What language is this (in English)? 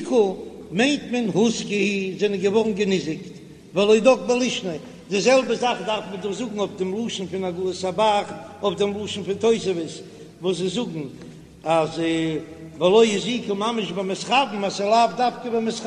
Yiddish